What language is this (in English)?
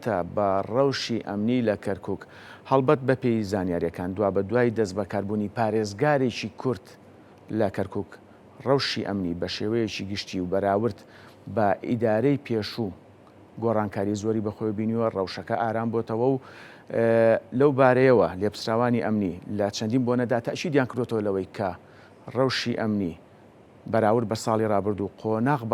Central Kurdish